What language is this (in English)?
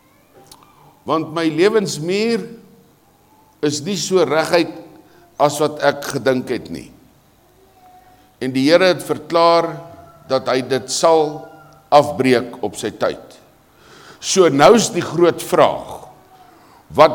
Afrikaans